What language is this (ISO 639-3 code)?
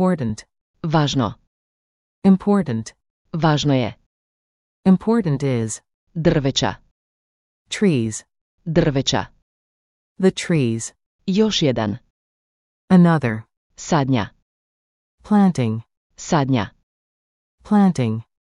hrv